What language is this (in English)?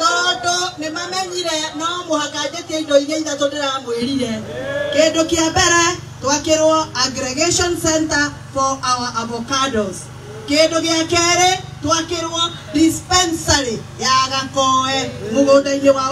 Kikuyu